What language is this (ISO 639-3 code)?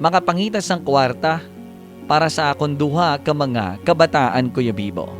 hil